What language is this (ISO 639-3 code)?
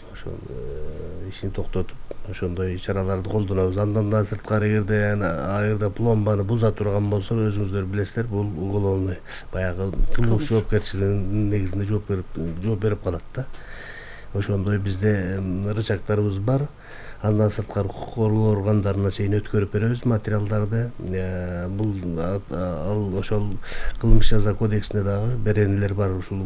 kir